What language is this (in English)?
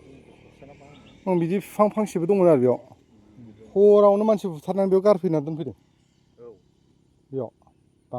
Bodo